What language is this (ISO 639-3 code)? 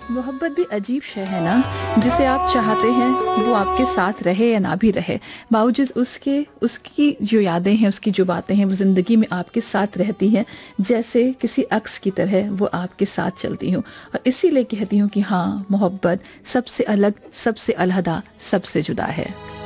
urd